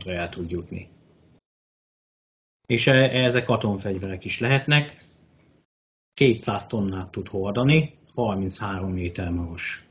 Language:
Hungarian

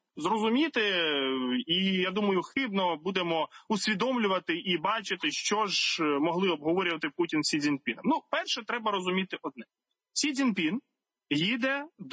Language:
Ukrainian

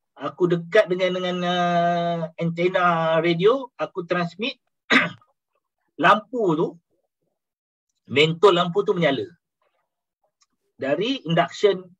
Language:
Malay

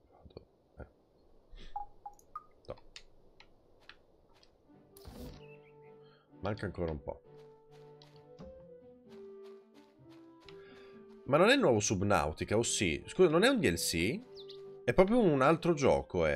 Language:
Italian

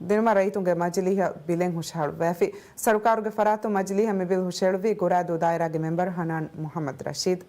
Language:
Divehi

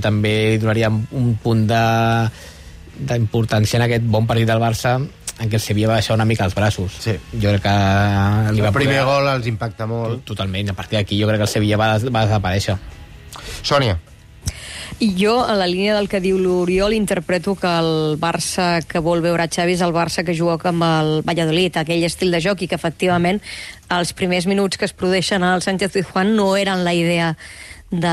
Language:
Catalan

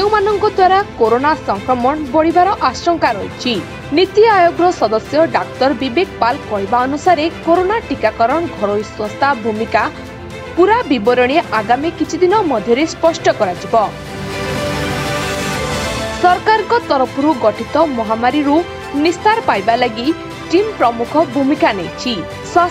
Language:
Odia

